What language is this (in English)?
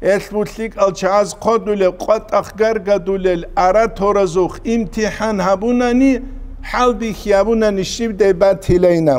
Avaric